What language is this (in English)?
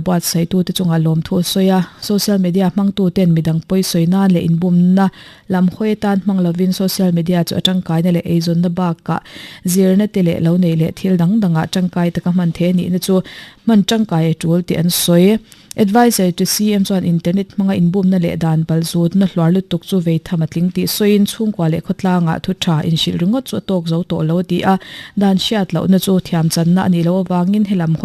Mizo